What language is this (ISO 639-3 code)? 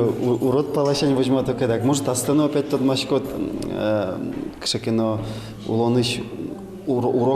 udm